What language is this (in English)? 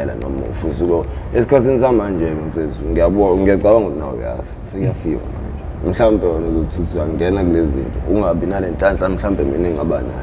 Zulu